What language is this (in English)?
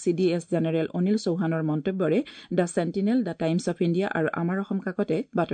Assamese